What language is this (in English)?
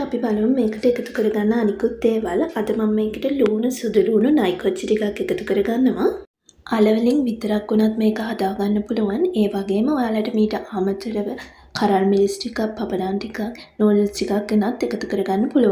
Sinhala